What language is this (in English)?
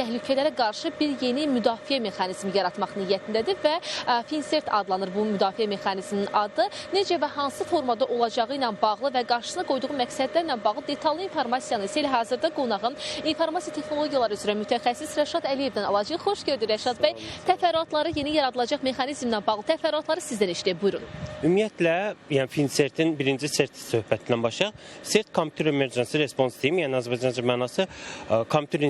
Azerbaijani